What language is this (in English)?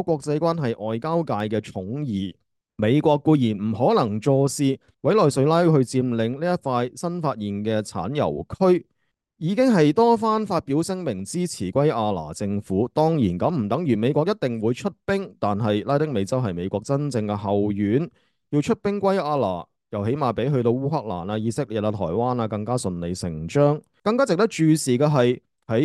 Cantonese